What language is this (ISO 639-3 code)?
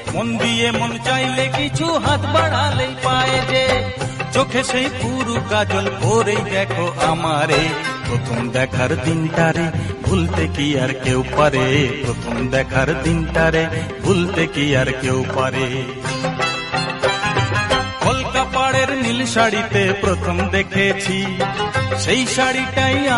ben